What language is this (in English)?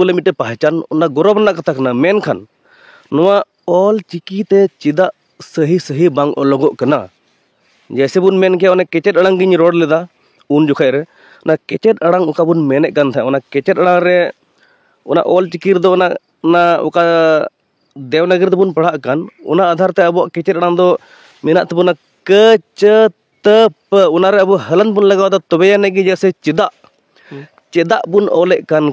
Santali